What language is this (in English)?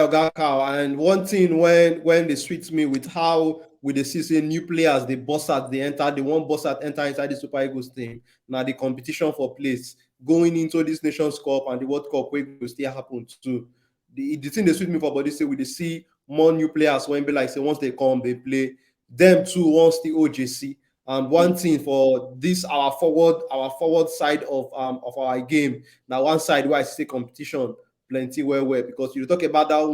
Nigerian Pidgin